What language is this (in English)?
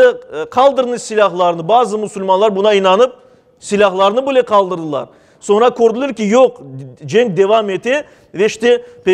Crimean Tatar